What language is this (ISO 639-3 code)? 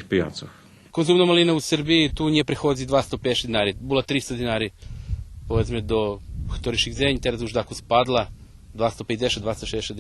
rue